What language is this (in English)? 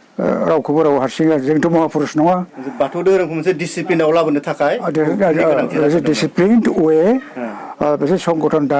Bodo